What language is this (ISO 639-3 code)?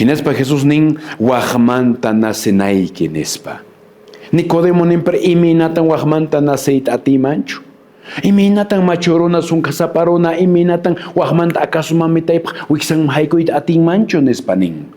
que